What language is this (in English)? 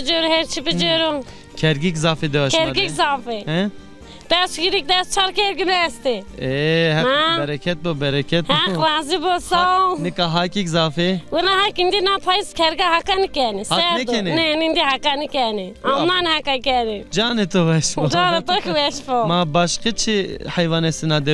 Zaza